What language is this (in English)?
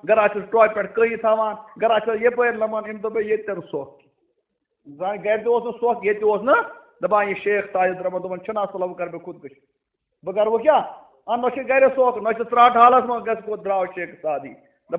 Kashmiri